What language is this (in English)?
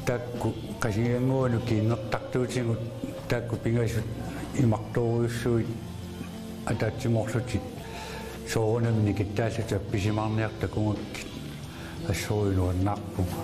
Kalaallisut